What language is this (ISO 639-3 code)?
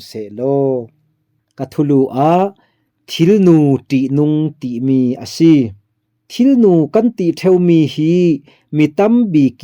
cfm